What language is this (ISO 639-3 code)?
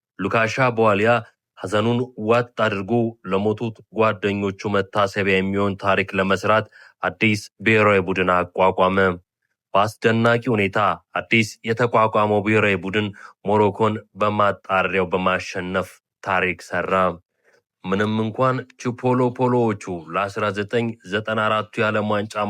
amh